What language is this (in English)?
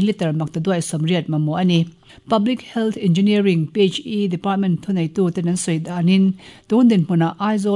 Mizo